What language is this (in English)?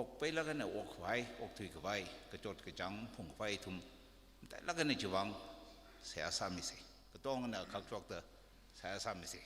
Tangkhul Naga (India)